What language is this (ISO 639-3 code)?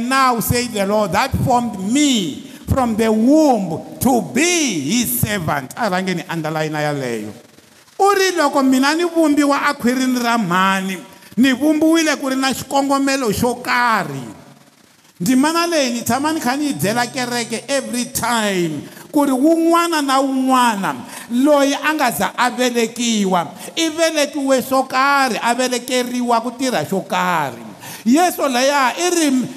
tso